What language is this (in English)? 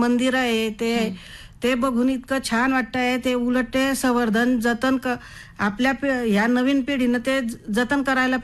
Marathi